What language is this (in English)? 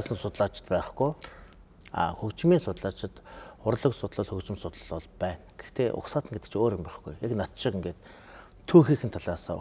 Mongolian